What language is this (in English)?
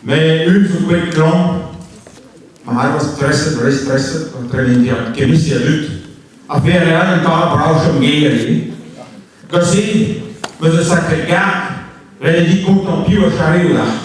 Breton